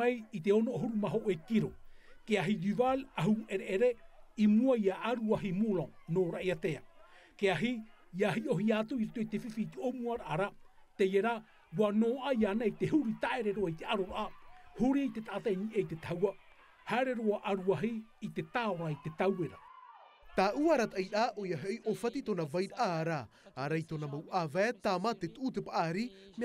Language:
Tahitian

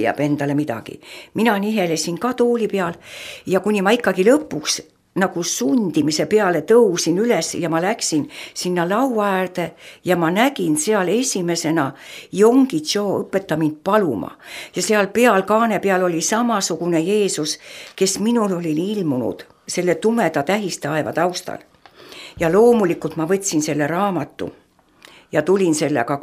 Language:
Estonian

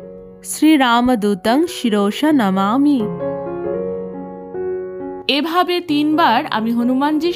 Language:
Bangla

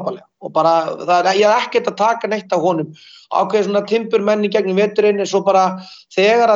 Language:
Icelandic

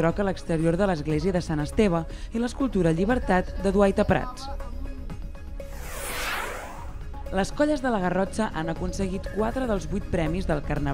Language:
Catalan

